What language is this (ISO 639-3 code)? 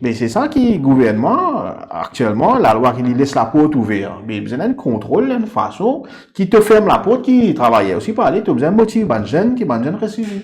mfe